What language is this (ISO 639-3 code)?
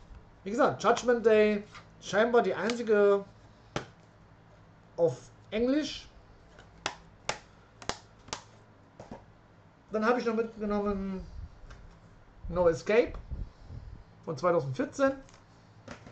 deu